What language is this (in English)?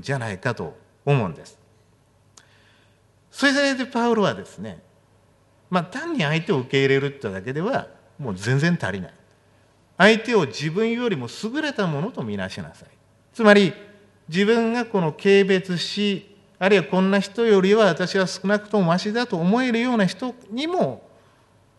Japanese